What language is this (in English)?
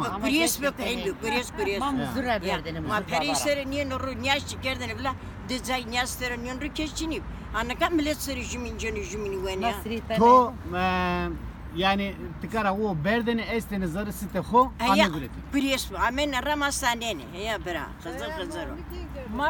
Zaza